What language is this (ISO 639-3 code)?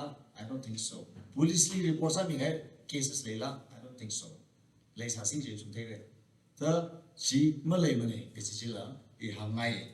nmf